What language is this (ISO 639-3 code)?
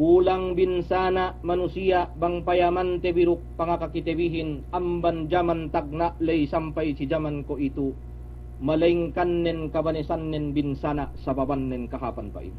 yka